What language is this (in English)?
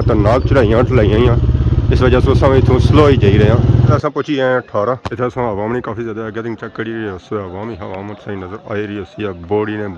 Pahari-Potwari